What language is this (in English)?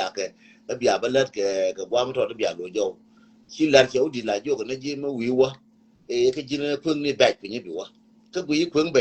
Nuer